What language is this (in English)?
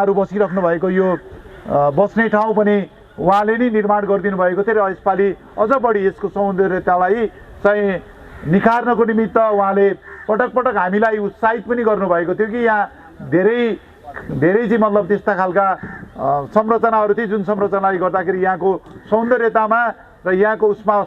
Nepali